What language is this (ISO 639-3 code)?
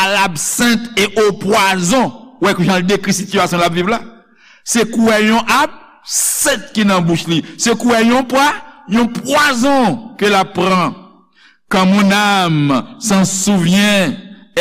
hat